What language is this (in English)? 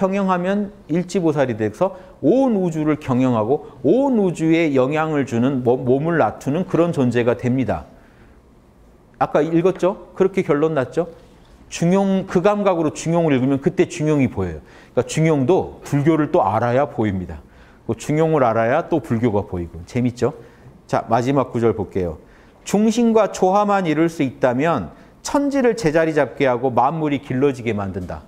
Korean